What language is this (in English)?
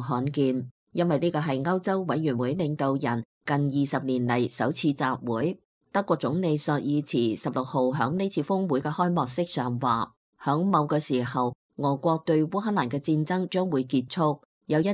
Cantonese